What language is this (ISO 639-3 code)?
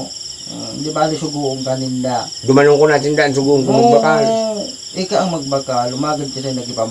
bik